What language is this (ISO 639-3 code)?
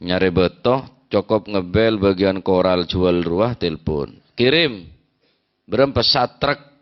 mad